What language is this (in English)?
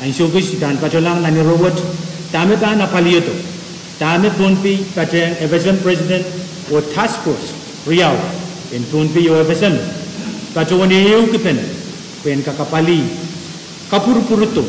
Pohnpeian